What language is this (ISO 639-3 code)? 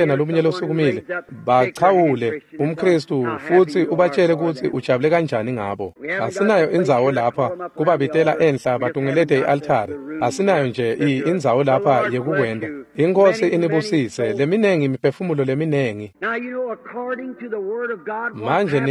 ssw